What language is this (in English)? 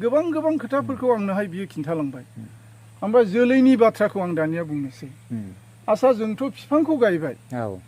Bodo